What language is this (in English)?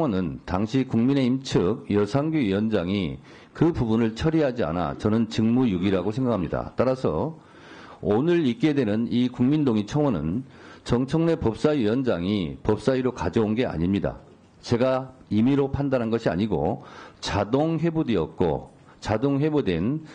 Korean